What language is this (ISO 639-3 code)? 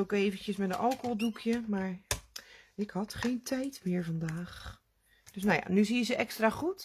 nld